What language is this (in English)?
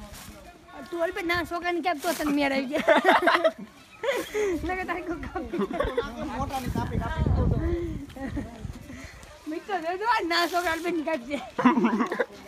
Gujarati